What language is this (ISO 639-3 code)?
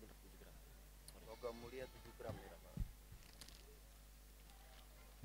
ind